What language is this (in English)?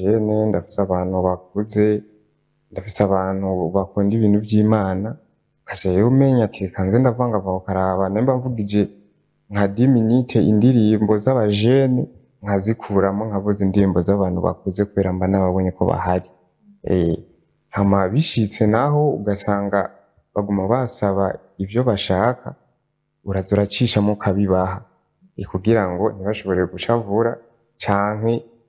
Rundi